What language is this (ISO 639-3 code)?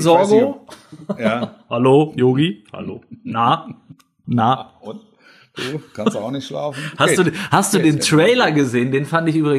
deu